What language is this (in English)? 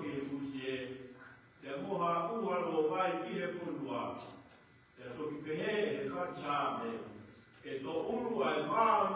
Tongan